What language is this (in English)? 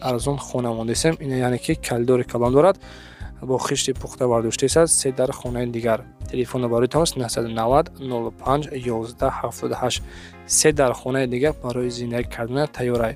Tajik